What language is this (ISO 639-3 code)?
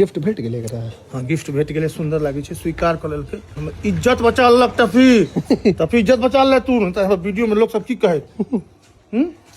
mai